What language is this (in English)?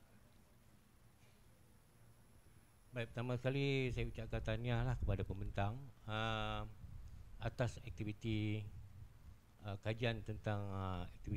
Malay